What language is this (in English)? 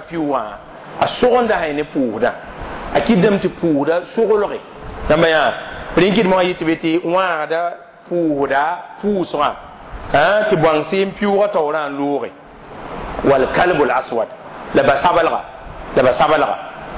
Mossi